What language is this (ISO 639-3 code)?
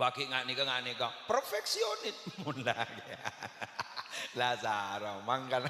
mad